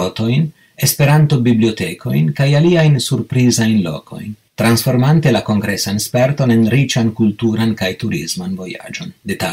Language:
Esperanto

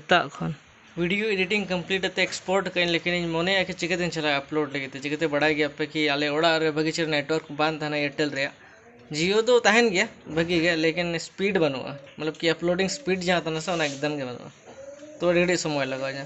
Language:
Santali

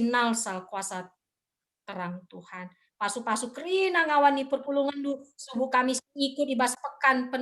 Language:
Batak Karo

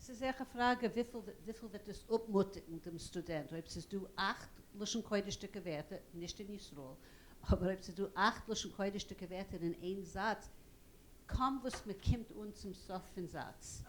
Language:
Yiddish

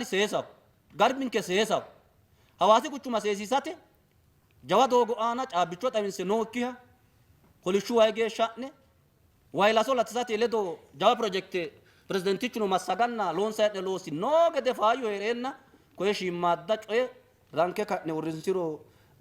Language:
Sidamo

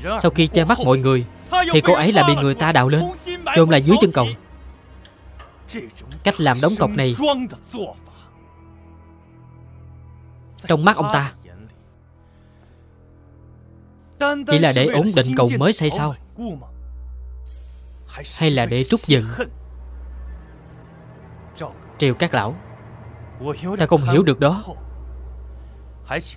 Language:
Vietnamese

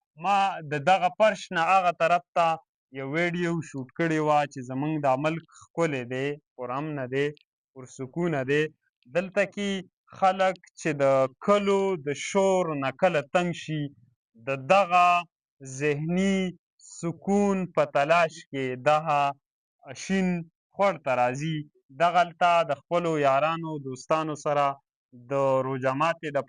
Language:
Pashto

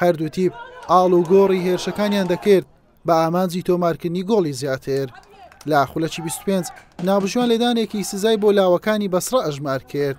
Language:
Central Kurdish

